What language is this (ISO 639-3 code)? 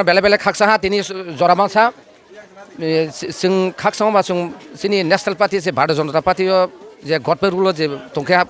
ria